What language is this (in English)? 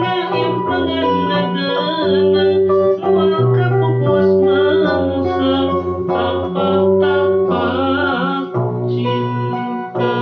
Sundanese